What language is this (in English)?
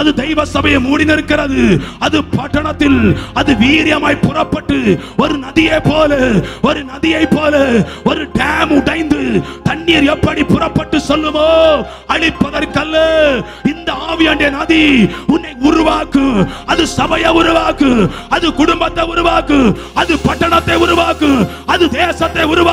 Tamil